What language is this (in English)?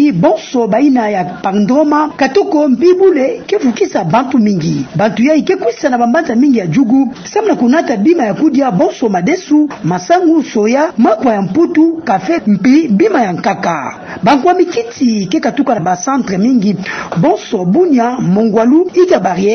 Kituba (Democratic Republic of Congo)